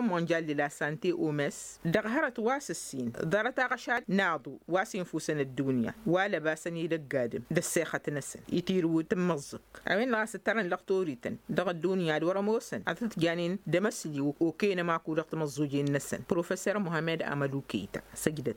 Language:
Tamasheq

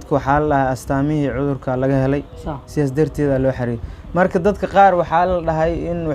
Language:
Somali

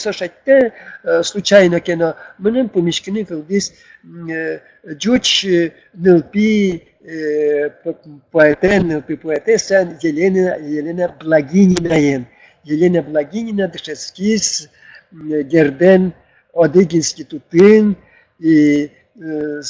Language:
Udmurt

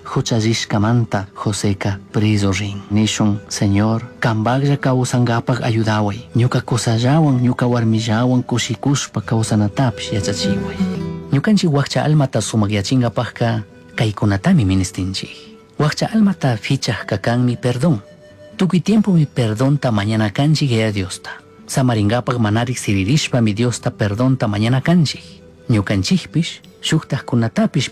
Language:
Chimborazo Highland Quichua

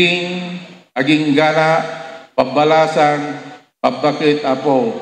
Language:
Iloko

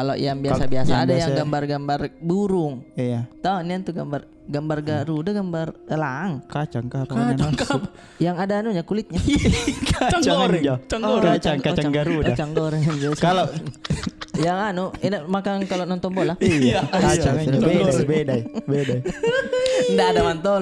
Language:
Makassar Malay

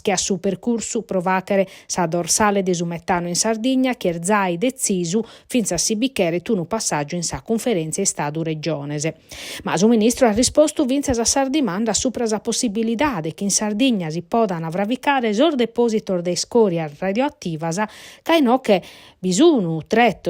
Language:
Sardinian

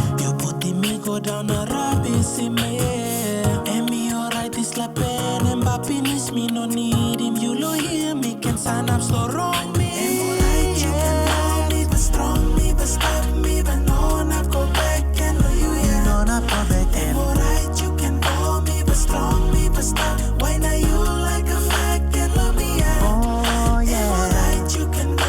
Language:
Tok Pisin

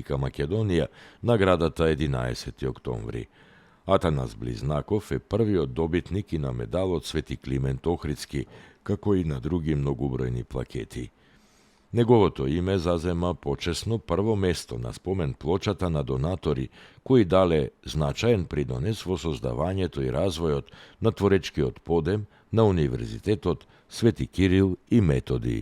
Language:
Macedonian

